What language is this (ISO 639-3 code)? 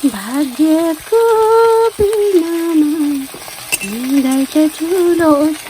nep